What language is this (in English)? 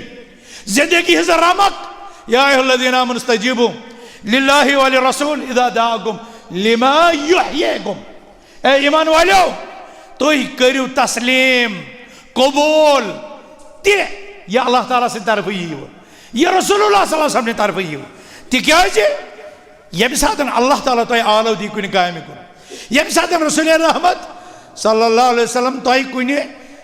Kashmiri